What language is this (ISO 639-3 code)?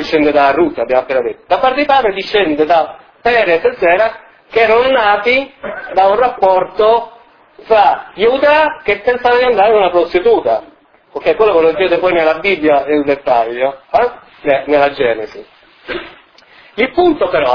ita